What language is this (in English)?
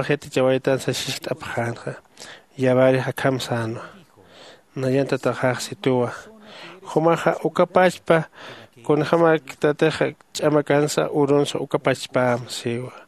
Aymara